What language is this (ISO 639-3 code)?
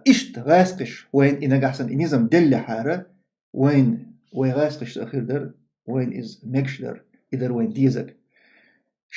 che